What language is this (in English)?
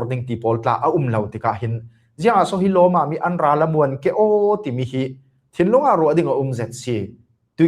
Falam Chin